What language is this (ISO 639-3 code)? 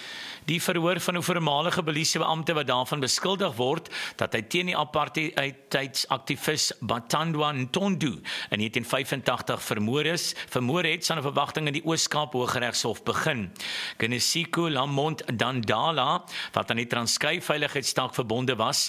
afr